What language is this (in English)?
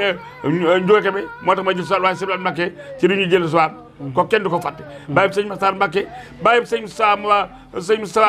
Wolof